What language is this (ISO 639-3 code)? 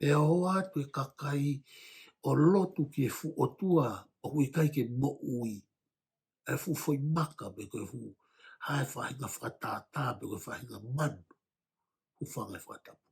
ton